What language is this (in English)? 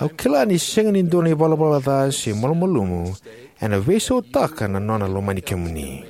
Fijian